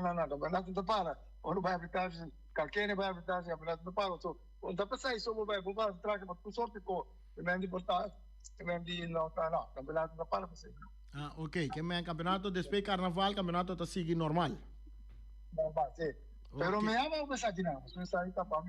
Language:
Papiamento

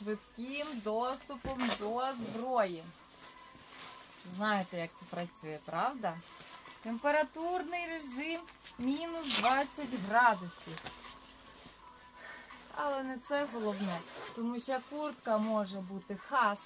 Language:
Ukrainian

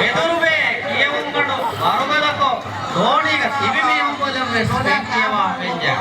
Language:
Divehi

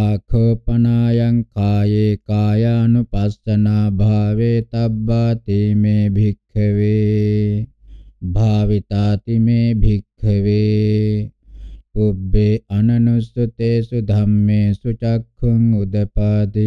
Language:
Pali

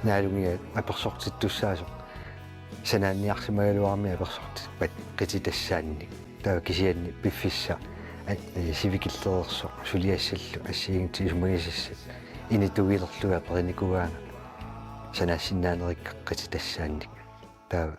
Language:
Kalaallisut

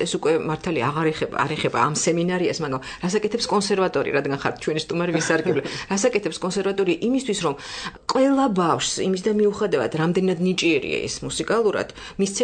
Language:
Georgian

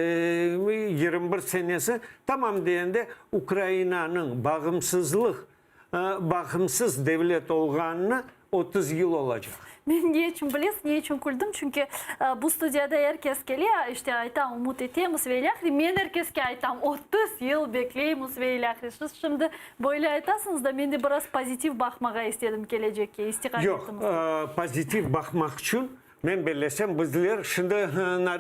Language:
Crimean Tatar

